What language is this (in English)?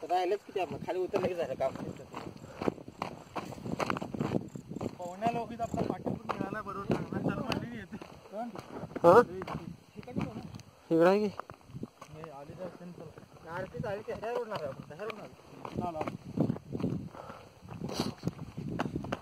Marathi